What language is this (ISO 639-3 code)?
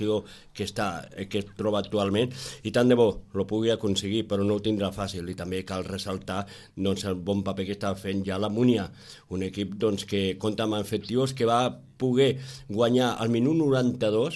cat